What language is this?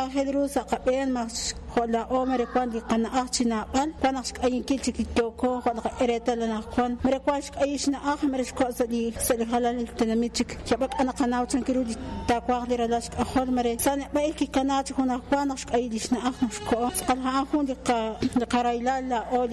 Kekchí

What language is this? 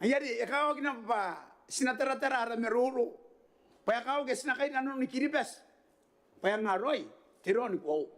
Gilbertese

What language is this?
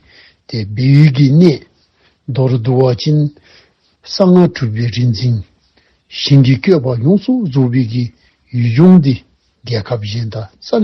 Dzongkha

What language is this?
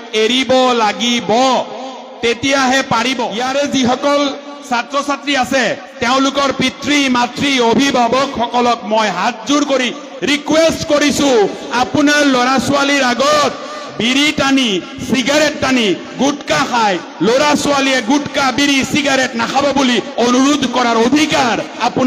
Assamese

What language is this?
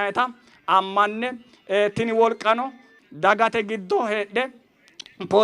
Sidamo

